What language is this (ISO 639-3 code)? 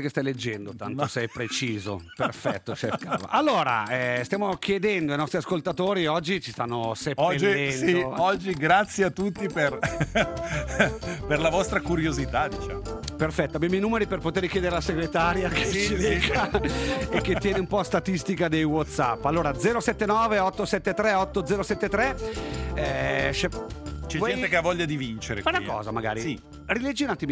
ita